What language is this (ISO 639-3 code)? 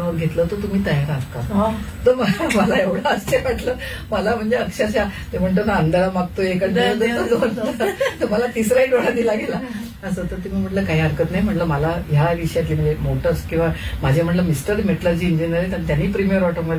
mar